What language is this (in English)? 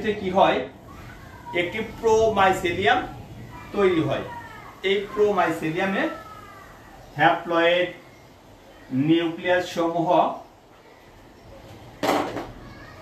Bangla